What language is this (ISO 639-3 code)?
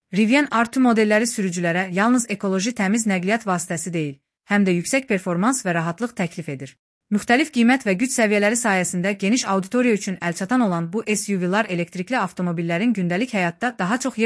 aze